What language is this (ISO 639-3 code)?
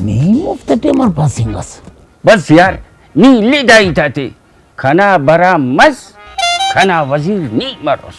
brh